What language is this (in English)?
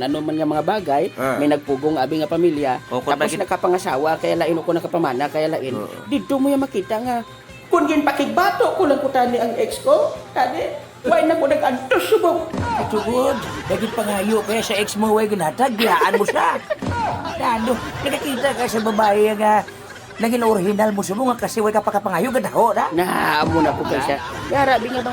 Hiligaynon